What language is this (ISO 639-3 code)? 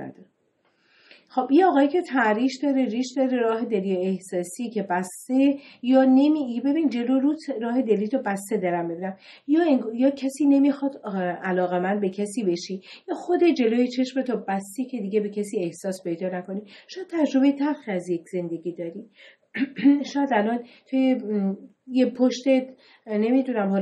fas